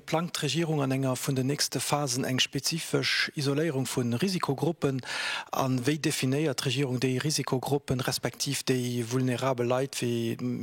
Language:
Luxembourgish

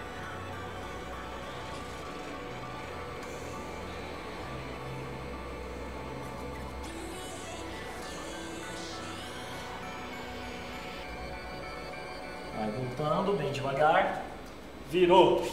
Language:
Portuguese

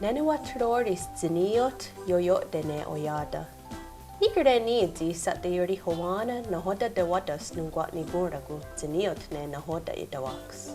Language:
Mohawk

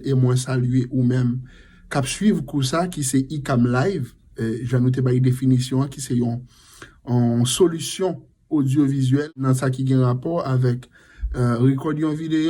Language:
Haitian Creole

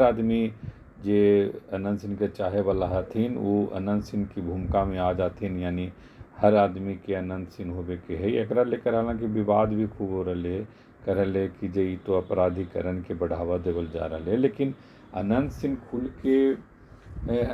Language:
Magahi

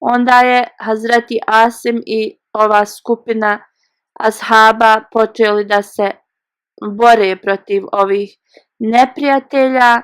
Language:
Bosnian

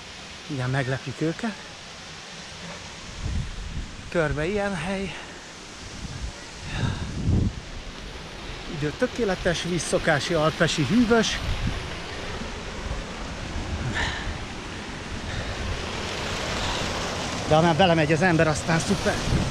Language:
Hungarian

